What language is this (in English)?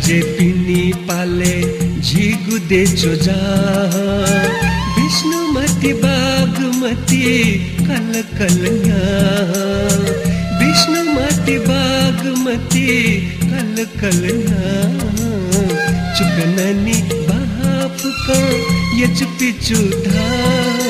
Newari